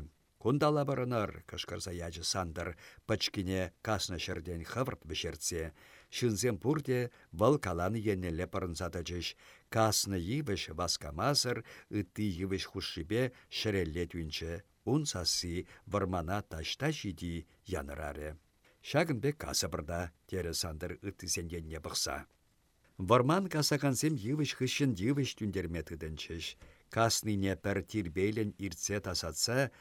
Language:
Chuvash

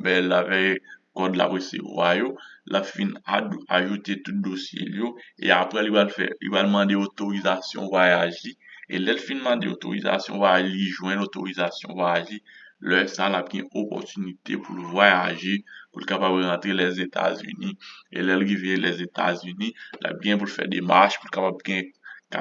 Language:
Haitian Creole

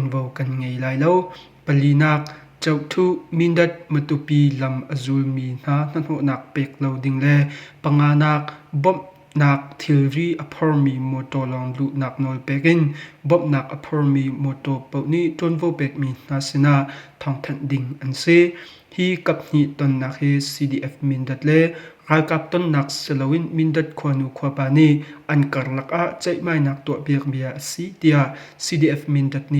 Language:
Hakha Chin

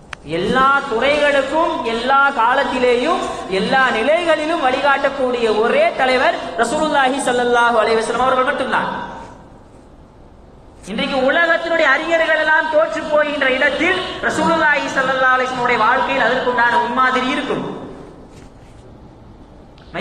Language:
Tamil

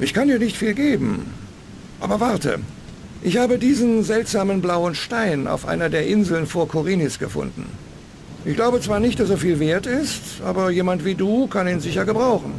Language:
Bavarian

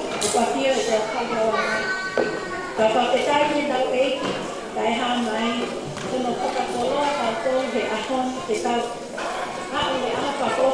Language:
Tongan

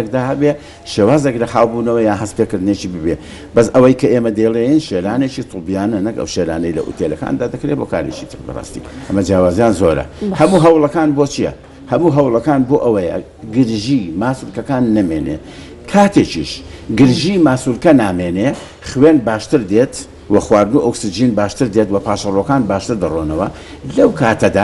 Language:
Central Kurdish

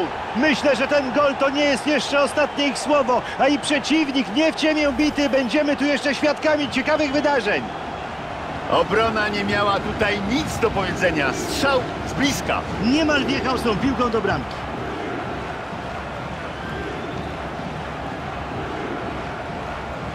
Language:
Polish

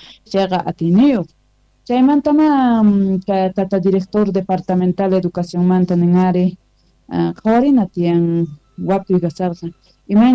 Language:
South Bolivian Quechua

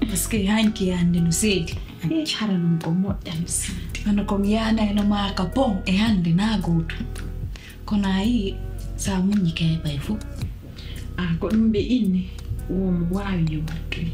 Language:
Pular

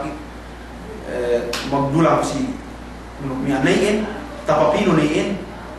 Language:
Yakan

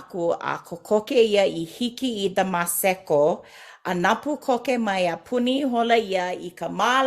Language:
Hawaiian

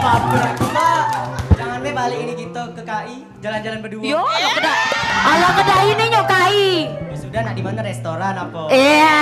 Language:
Musi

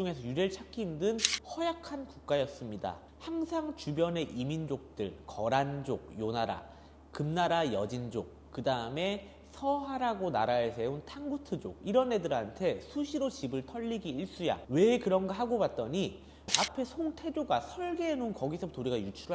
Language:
Korean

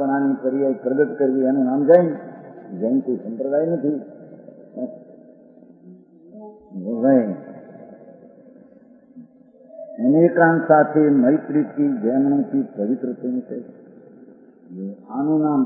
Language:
Gujarati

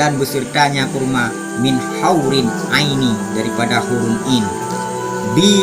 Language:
Achinese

